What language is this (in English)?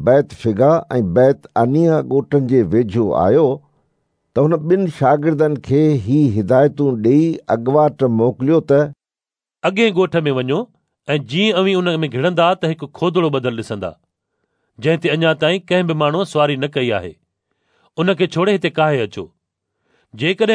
Sindhi